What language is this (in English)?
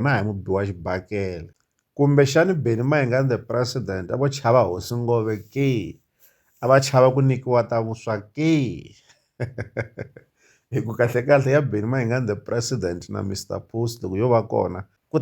Tsonga